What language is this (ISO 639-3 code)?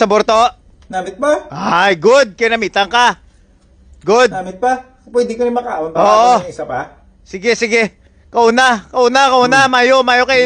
hil